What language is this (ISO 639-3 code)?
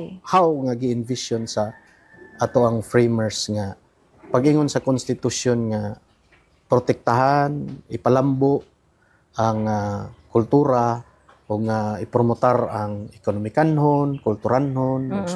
ceb